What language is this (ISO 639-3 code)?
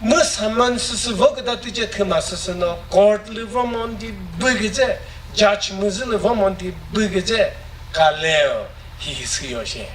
nri